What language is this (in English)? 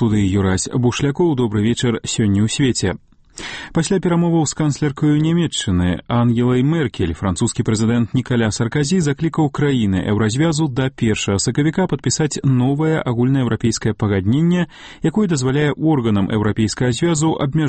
Belarusian